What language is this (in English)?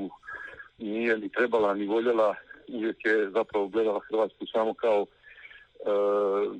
Croatian